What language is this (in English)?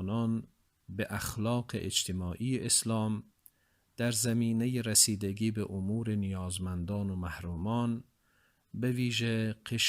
Tajik